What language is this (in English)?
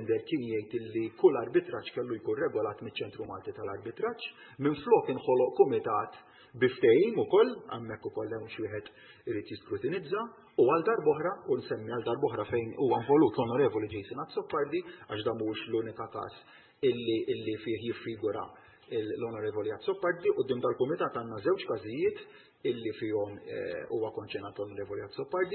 Maltese